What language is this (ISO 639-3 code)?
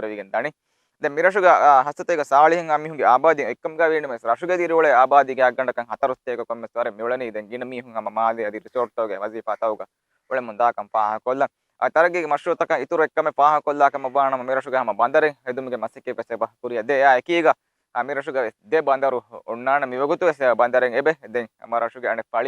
div